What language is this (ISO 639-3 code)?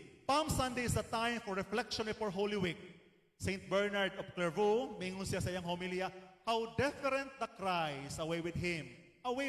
ceb